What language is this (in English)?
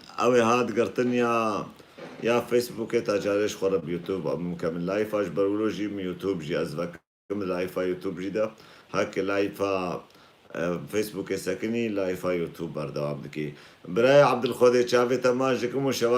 Kurdish